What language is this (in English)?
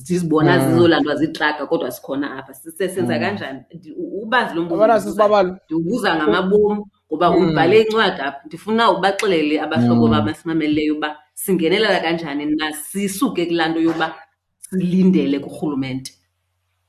Xhosa